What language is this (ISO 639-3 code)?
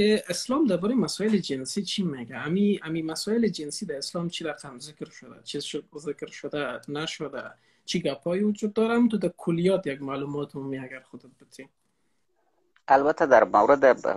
fas